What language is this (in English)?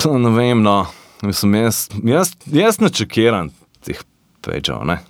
Slovenian